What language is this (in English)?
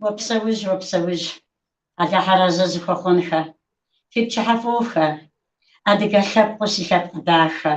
Kabardian